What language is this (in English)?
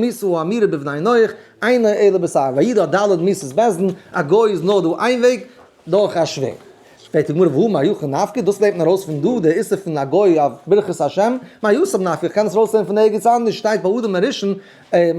Yiddish